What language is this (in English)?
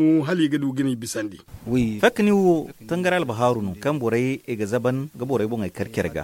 Zarma